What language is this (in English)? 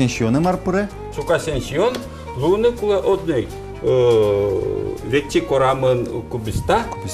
Udmurt